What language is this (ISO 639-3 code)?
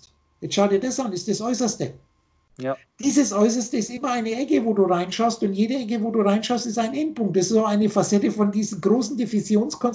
deu